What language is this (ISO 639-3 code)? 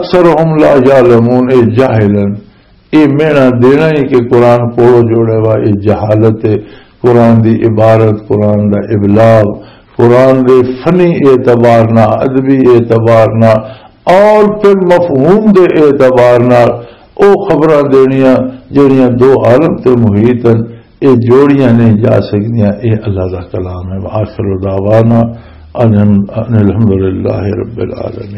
lah